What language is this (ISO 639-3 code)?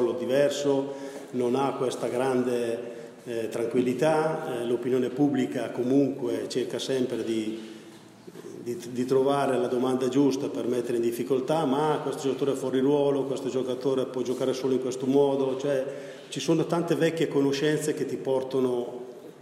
ita